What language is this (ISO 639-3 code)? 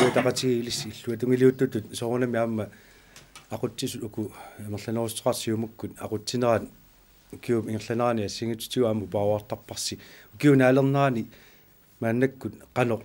kal